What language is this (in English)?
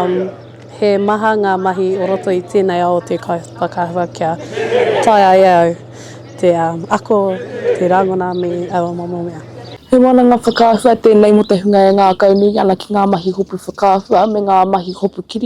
Māori